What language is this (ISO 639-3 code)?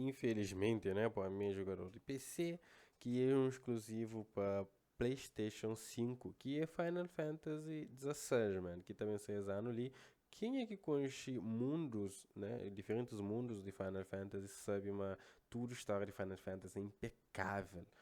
kea